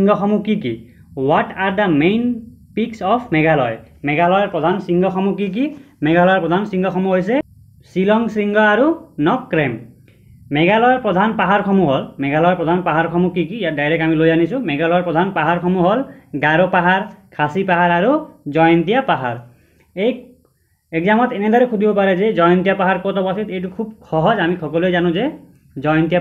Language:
Assamese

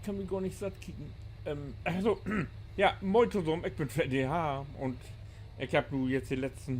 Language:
Low German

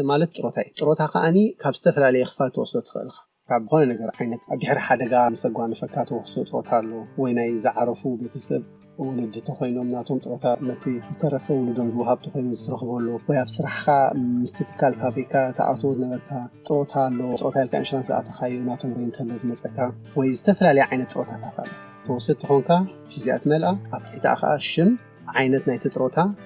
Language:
Tigrinya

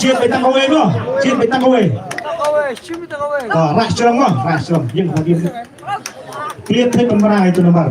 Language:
Khasi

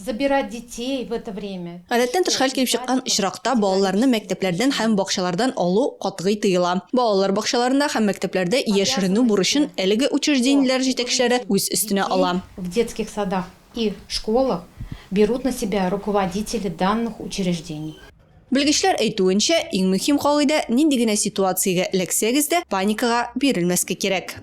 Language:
Tatar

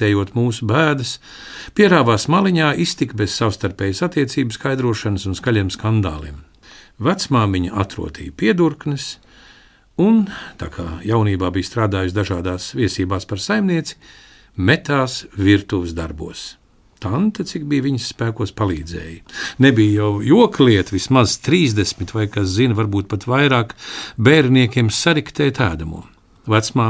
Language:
Latvian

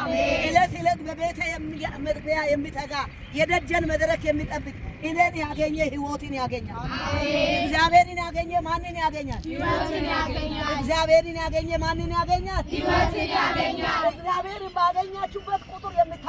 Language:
Amharic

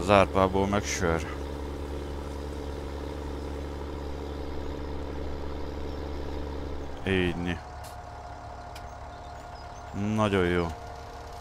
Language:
Hungarian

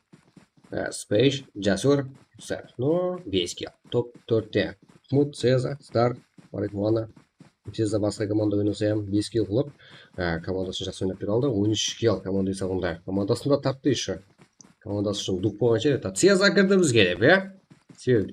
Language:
Kara-Kalpak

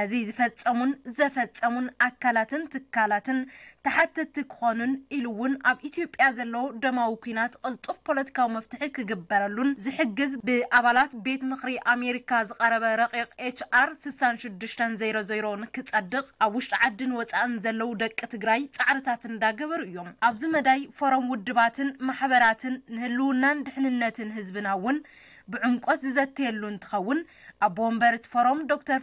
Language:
Tigrinya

